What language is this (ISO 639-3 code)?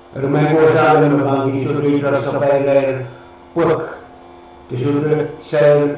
pon